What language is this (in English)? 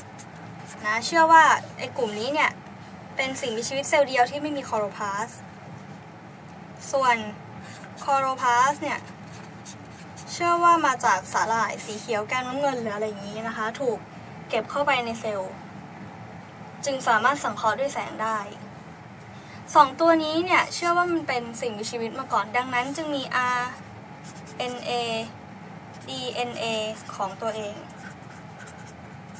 Thai